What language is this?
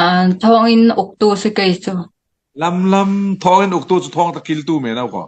Falam Chin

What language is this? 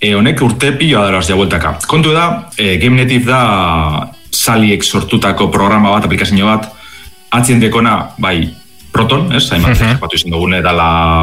Basque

